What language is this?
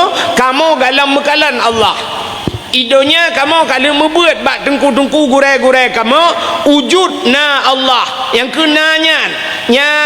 Achinese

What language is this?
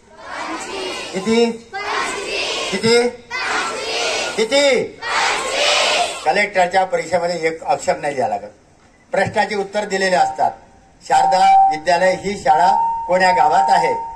Marathi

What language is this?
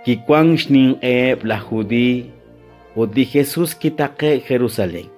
Kekchí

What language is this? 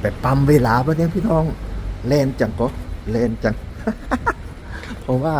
Lao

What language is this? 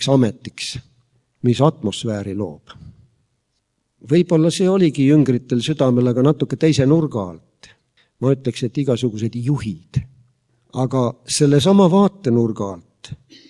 Estonian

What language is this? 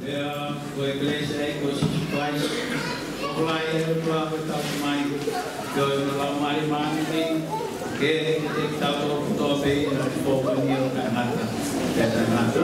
Tongan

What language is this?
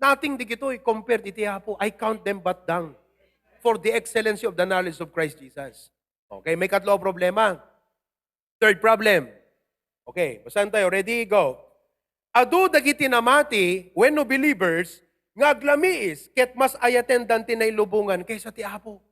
Iloko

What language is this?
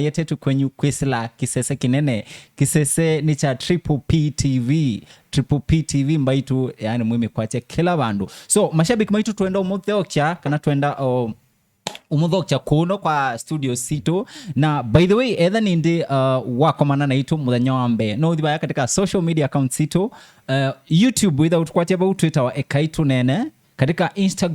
Kamba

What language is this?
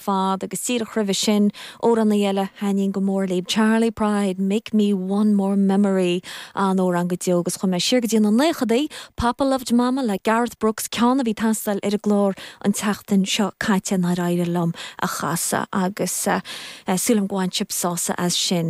Irish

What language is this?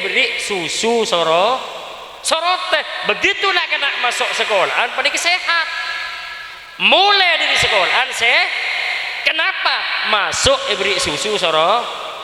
Madurese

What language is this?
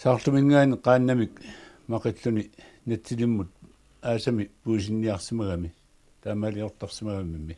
Kalaallisut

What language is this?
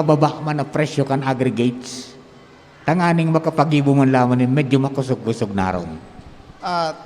Bikol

